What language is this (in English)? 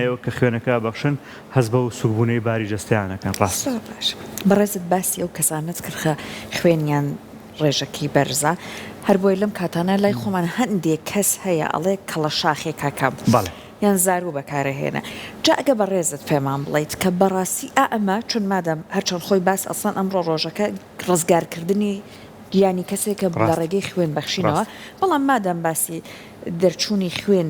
Central Kurdish